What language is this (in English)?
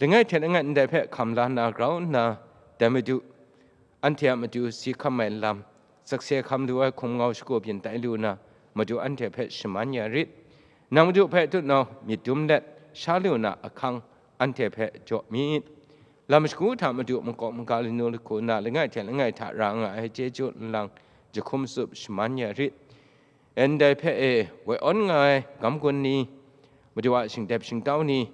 Kachin